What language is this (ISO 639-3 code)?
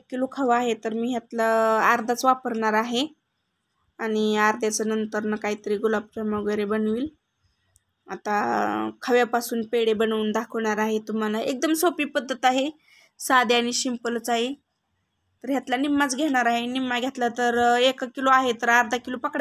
mar